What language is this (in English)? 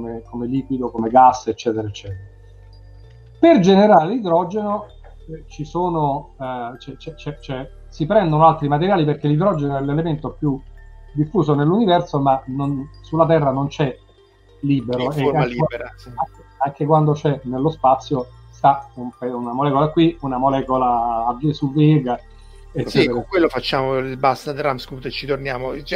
Italian